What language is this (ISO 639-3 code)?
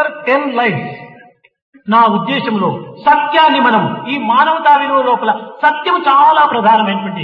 tel